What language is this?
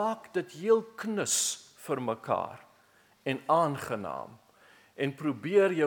Afrikaans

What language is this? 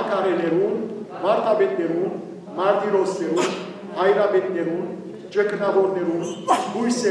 Western Armenian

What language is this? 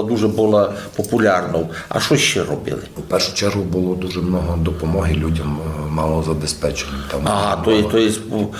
Rusyn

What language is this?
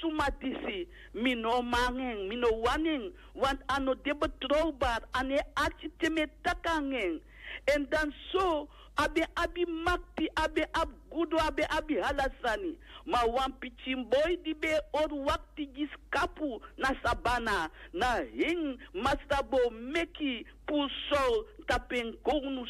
Sranan Tongo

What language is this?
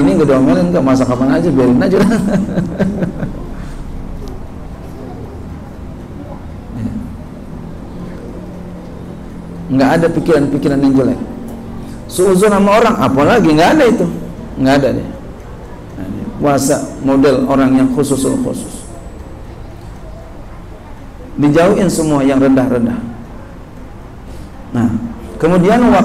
Indonesian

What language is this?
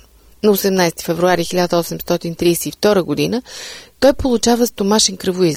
Bulgarian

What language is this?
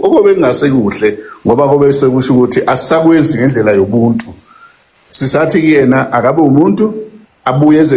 Zulu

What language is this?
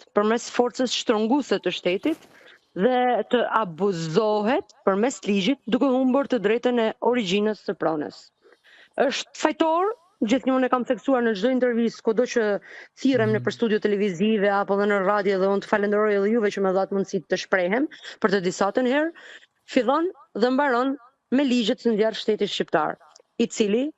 Albanian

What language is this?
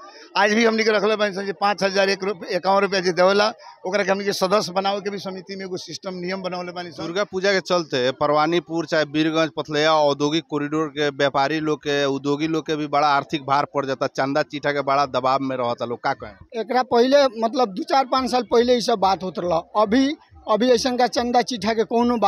Bhojpuri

